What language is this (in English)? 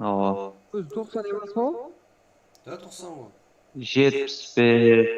Kara-Kalpak